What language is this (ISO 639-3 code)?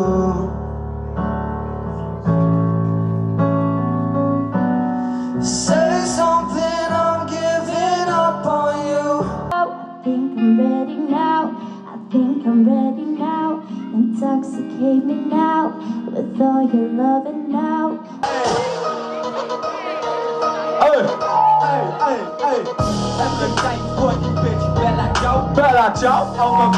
nld